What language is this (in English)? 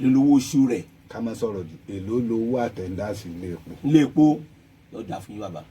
Yoruba